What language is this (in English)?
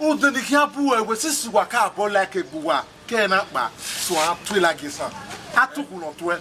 Bini